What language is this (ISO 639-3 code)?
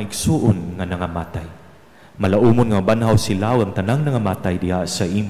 ceb